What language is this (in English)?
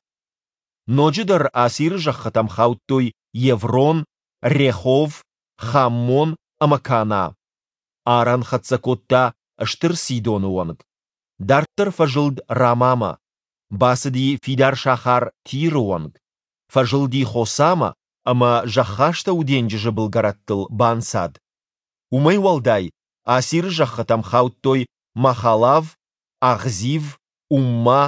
Ossetic